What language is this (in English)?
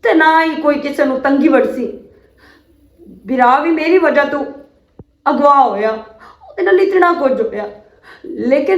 Western Panjabi